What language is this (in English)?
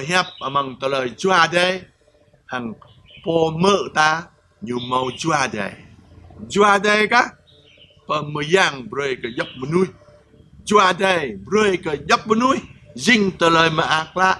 Jarai